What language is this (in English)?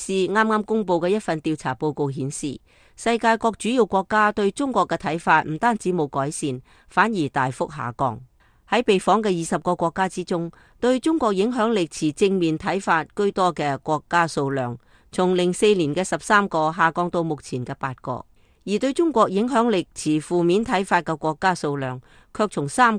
Cantonese